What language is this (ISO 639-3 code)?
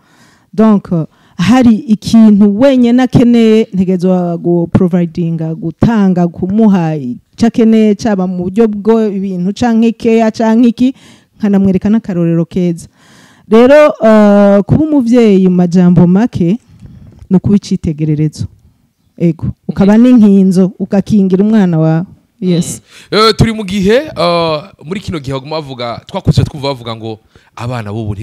run